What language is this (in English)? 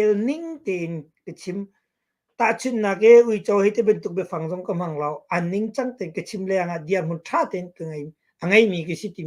Hakha Chin